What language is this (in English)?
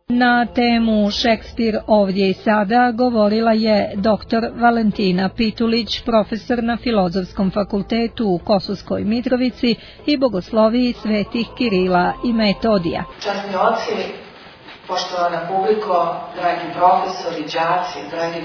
Serbian